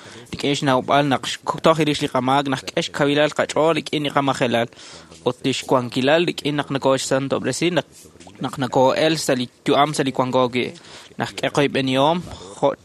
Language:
Kekchí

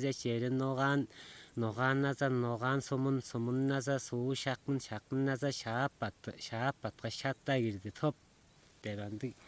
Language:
Tuvinian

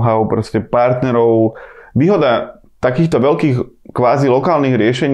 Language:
Slovak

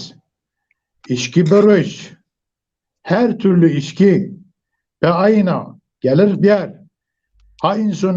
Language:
Zaza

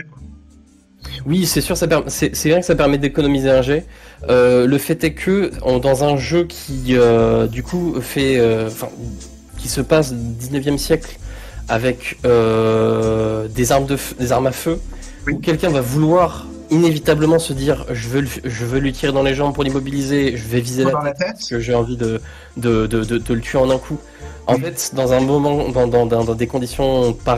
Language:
French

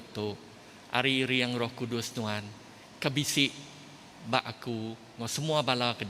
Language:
Iban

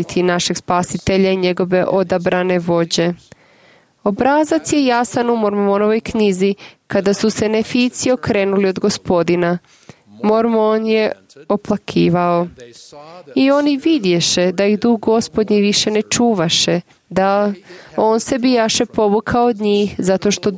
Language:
Croatian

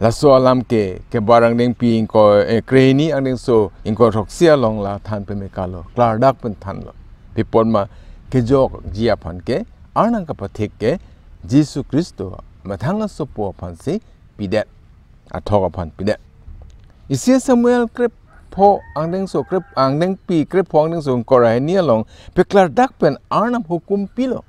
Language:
Karbi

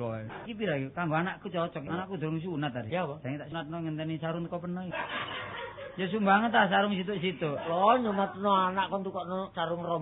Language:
Javanese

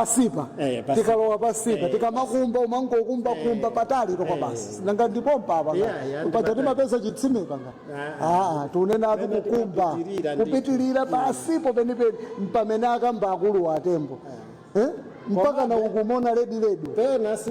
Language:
Nyanja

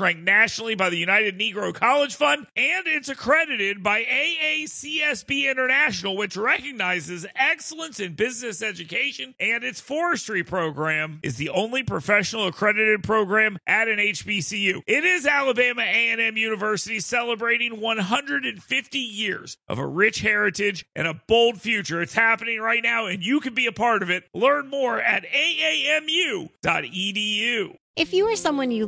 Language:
English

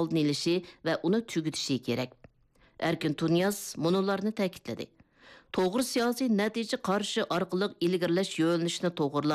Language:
Uyghur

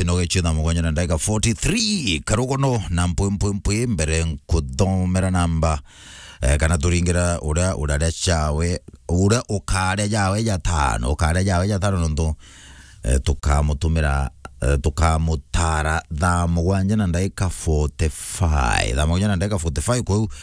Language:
Meru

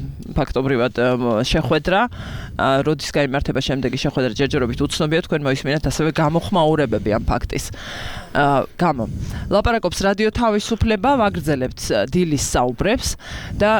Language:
Georgian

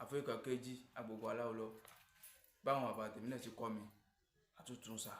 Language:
Yoruba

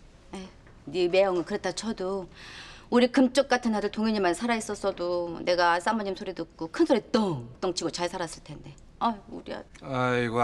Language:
Korean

